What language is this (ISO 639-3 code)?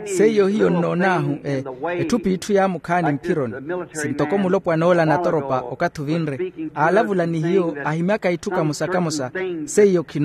vmw